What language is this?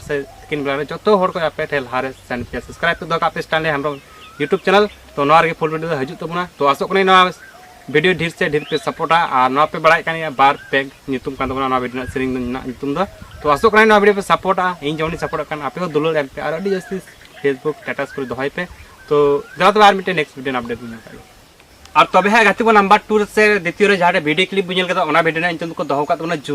Santali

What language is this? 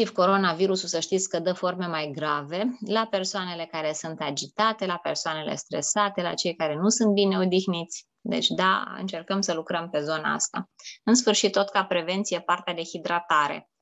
Romanian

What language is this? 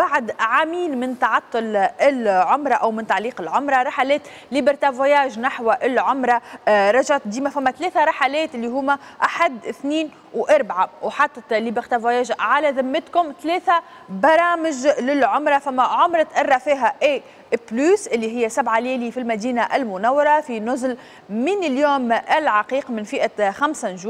Tunisian Arabic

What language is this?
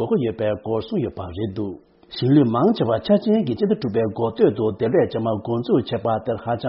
Tibetan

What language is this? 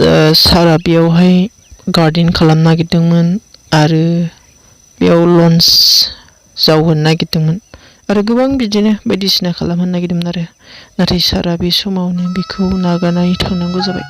Bodo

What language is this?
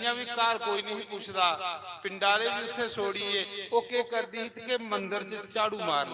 Dogri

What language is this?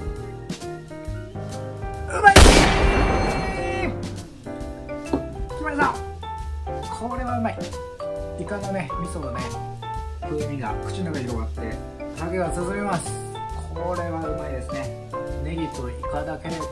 Japanese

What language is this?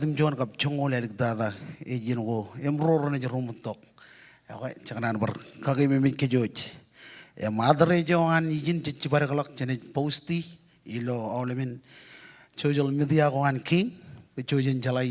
Marshallese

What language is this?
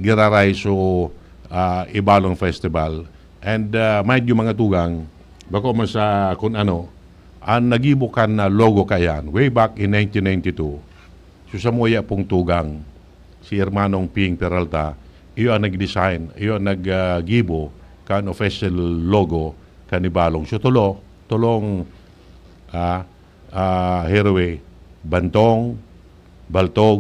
Bikol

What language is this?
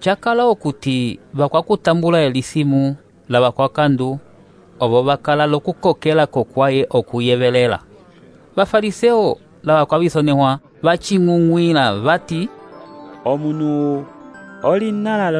Umbundu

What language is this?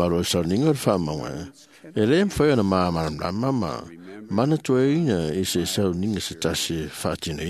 Samoan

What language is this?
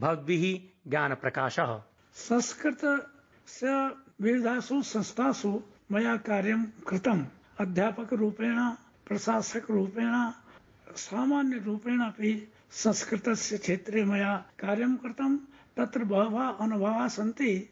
Sanskrit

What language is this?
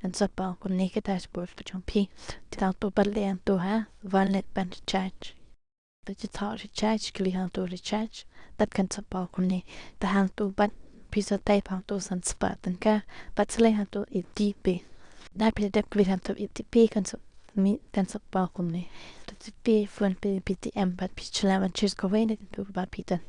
Khasi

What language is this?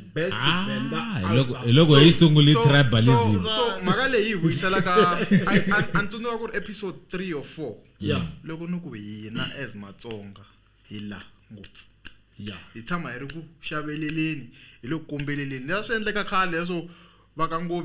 Tsonga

